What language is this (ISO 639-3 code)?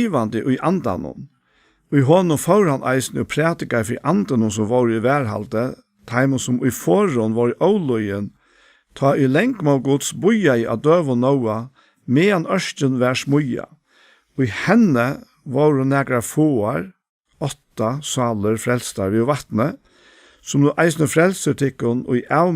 fao